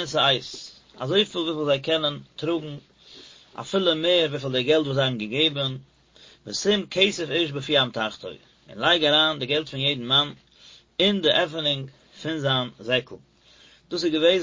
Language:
Yiddish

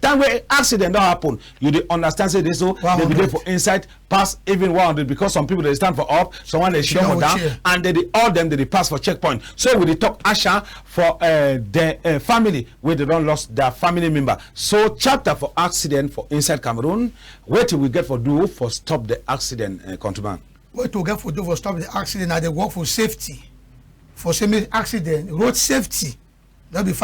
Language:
Cameroon Pidgin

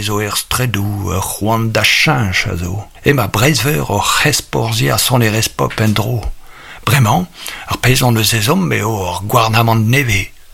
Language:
Breton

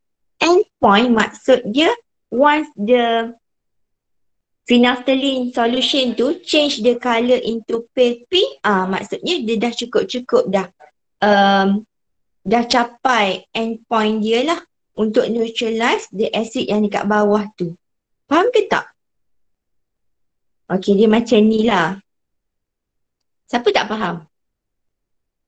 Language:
Malay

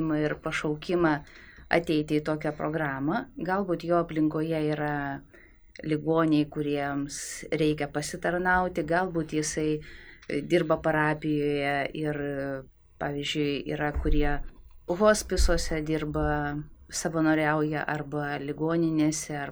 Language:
Lithuanian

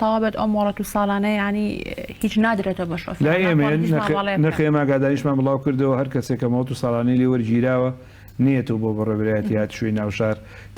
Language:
Central Kurdish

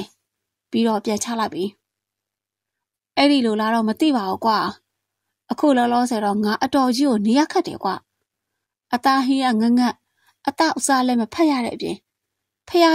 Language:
Burmese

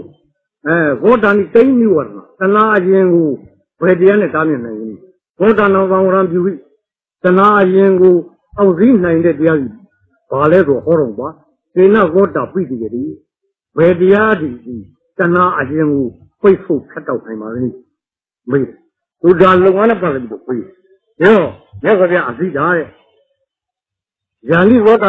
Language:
Burmese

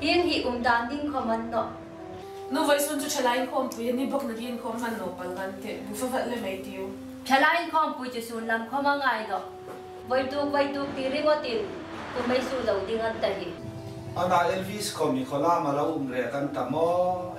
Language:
Hmar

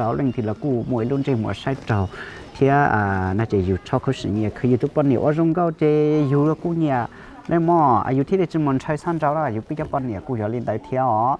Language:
Hmong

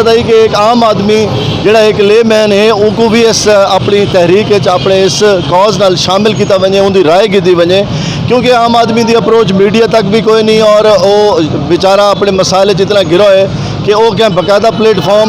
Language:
Saraiki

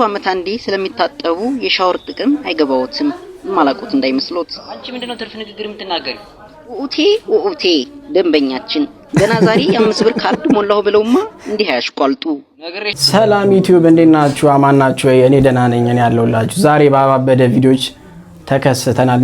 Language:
Amharic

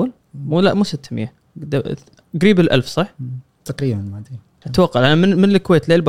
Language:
Gulf Arabic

